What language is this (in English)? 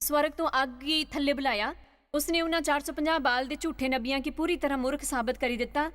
Dogri